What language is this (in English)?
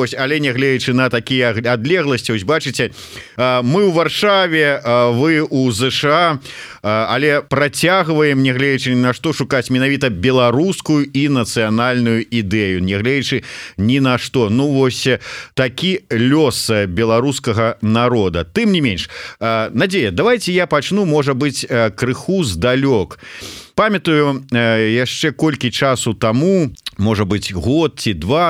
Belarusian